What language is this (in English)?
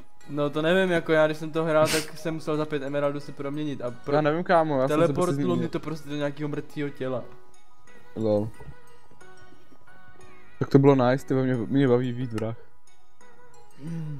Czech